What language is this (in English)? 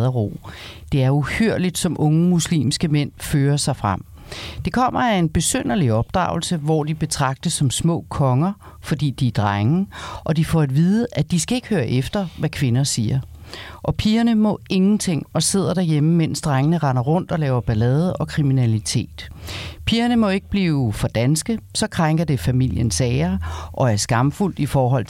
Danish